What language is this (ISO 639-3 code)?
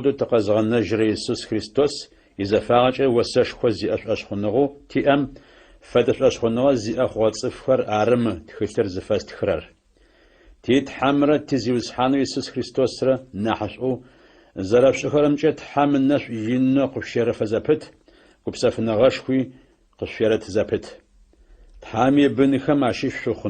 ady